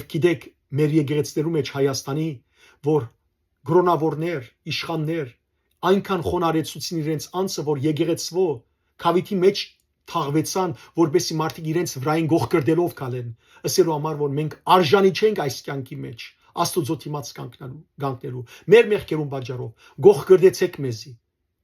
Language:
Western Armenian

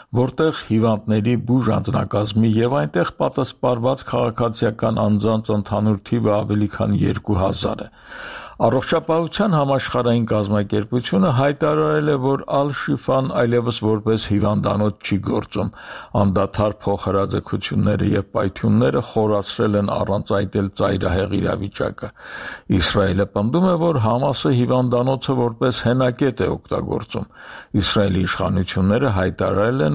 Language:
Armenian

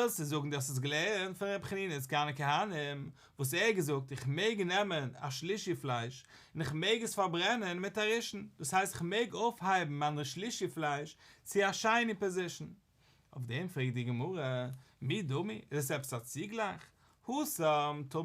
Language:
Yiddish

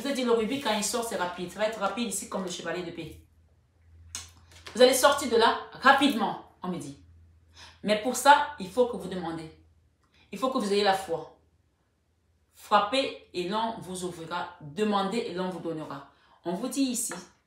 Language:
French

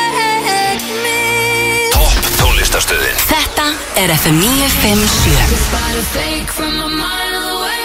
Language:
Icelandic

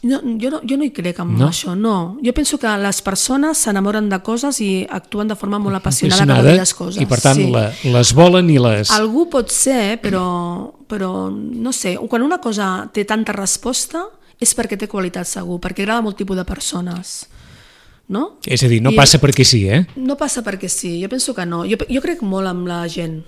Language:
Catalan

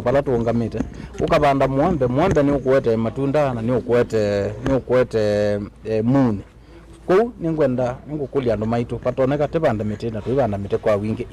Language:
Kamba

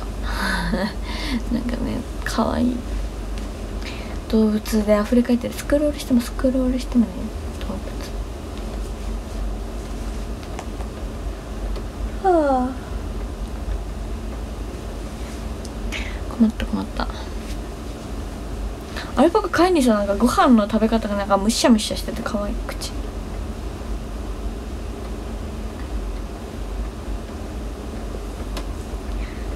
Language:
Japanese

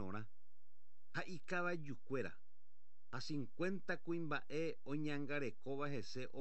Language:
Guarani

